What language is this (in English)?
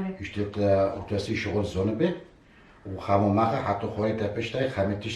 Kurdish